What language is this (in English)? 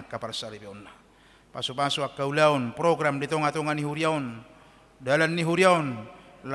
Batak Toba